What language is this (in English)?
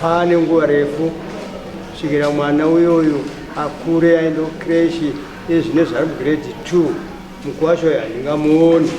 Shona